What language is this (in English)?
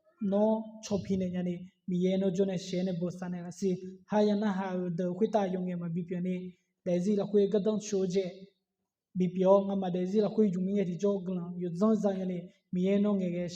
Akha